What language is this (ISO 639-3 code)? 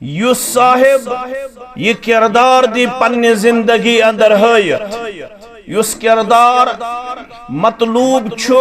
kas